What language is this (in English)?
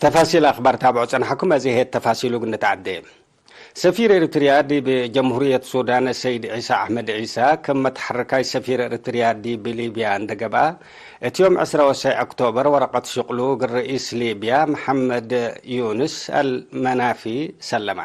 Tigre